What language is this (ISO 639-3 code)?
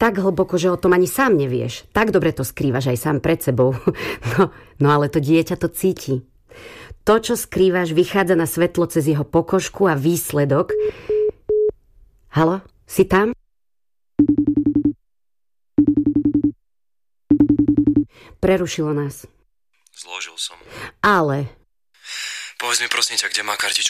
slk